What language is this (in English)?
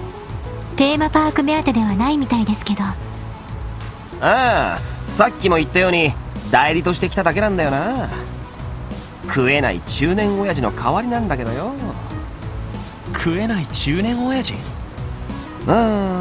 Japanese